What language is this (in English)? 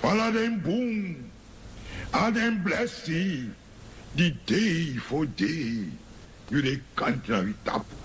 Sranan Tongo